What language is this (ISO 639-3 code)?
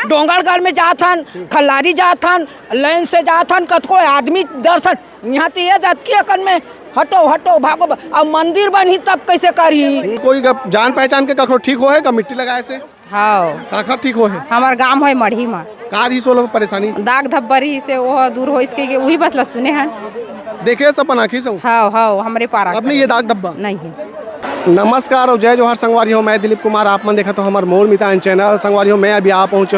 hne